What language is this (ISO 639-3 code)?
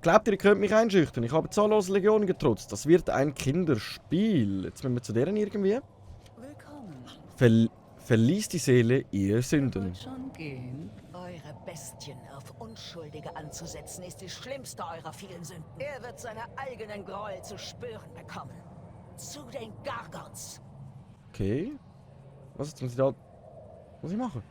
gsw